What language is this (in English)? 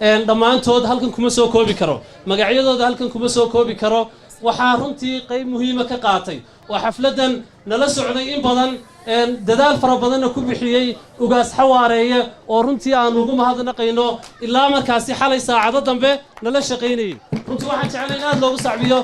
Somali